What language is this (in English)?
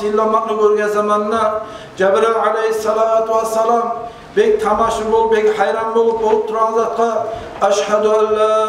Kumyk